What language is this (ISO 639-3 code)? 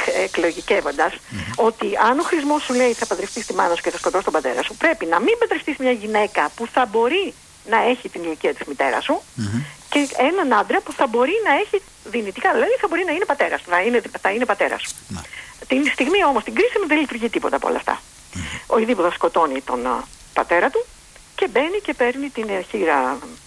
ell